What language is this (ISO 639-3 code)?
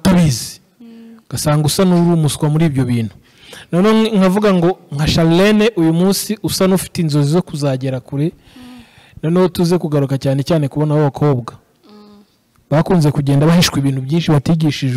kin